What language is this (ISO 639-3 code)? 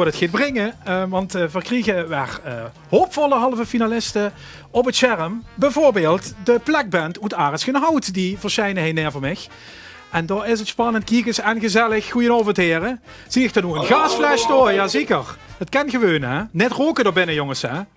lim